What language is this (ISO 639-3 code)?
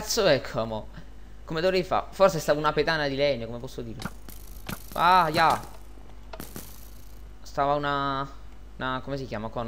ita